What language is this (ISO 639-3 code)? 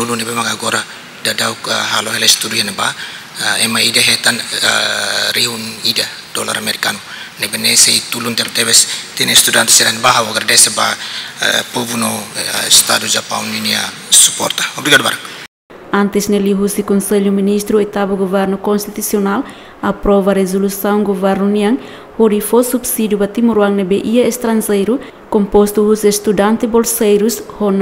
tet